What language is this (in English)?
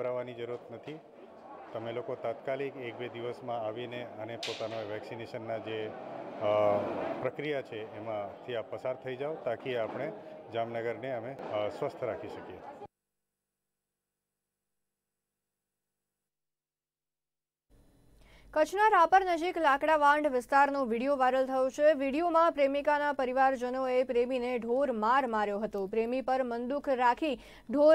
Gujarati